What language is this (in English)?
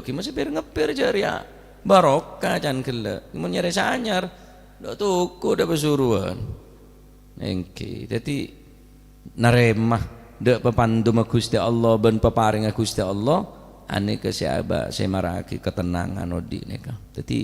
Madurese